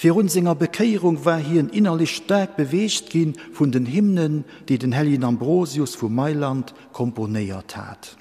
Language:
Luxembourgish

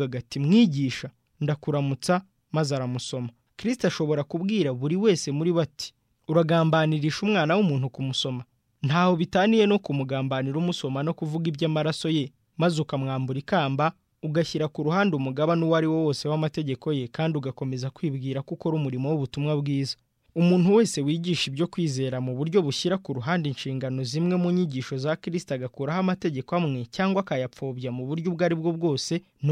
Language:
Kinyarwanda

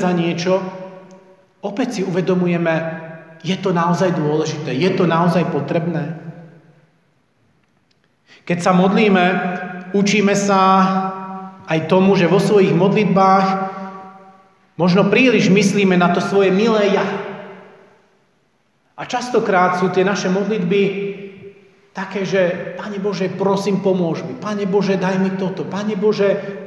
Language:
Slovak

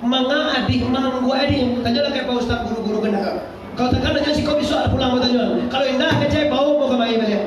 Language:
Minangkabau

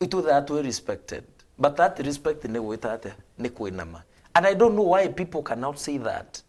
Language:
Meru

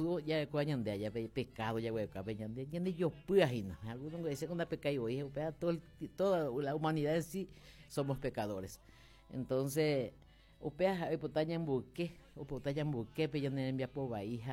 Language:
Guarani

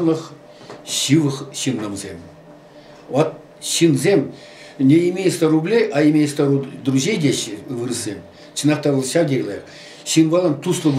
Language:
Chuvash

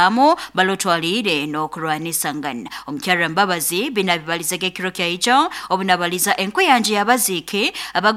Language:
Nyoro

